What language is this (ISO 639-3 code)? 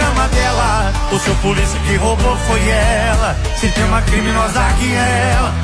por